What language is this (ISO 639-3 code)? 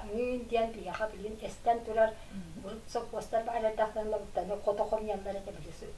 sah